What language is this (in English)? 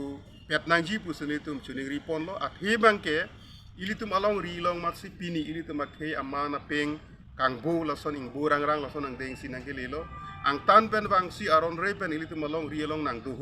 Karbi